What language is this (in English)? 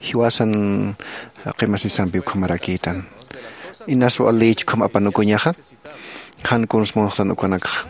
Aymara